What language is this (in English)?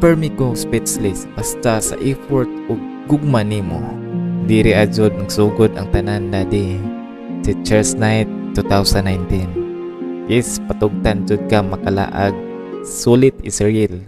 Cebuano